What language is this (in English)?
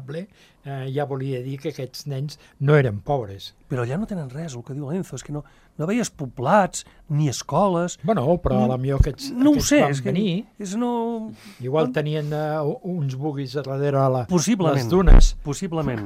Catalan